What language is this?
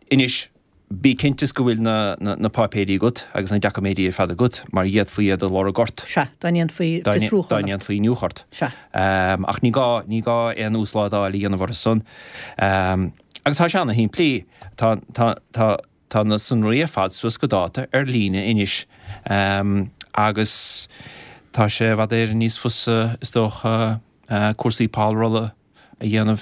Irish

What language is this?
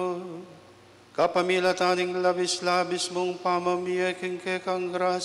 Pampanga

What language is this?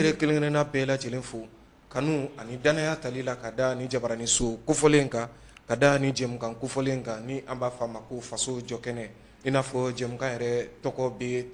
Bambara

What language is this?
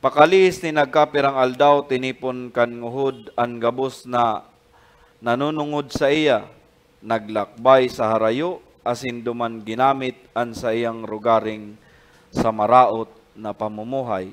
Bikol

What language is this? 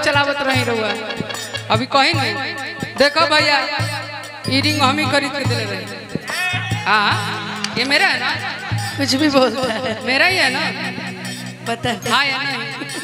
Bhojpuri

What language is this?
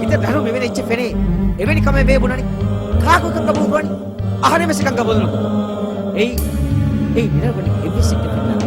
Divehi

